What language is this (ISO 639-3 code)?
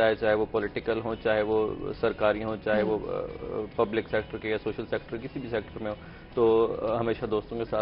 urd